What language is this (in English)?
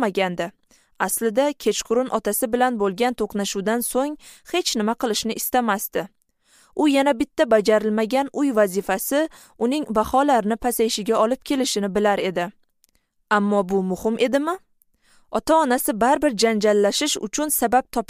Uzbek